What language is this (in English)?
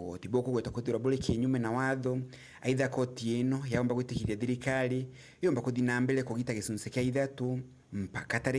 Meru